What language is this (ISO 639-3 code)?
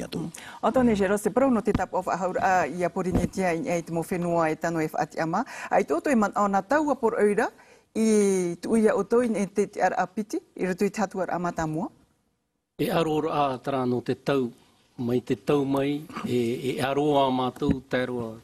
tah